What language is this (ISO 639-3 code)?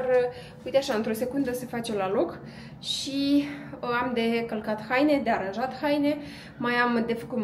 ron